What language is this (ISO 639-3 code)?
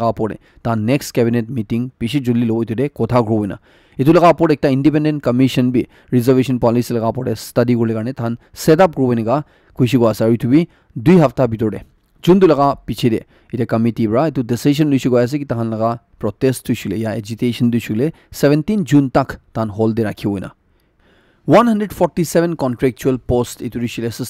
nag